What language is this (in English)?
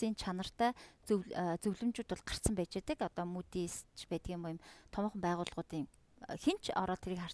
Mongolian